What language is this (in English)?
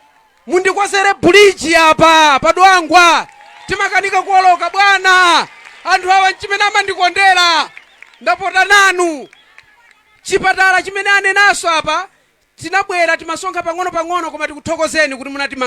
Nyanja